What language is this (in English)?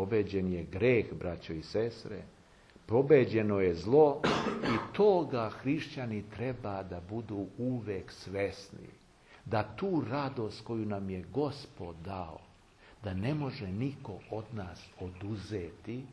Serbian